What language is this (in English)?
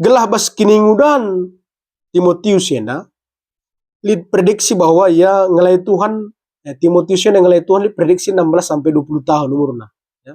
Batak Karo